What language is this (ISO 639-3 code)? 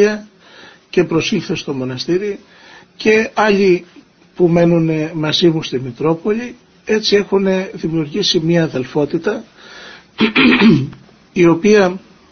ell